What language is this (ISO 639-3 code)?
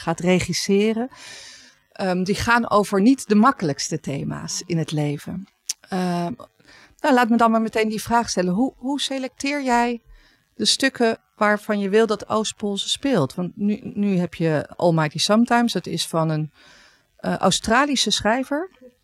nld